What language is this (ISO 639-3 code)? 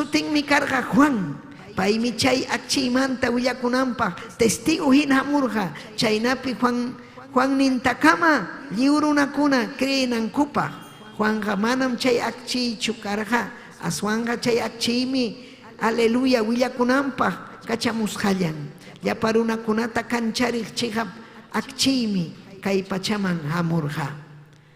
quy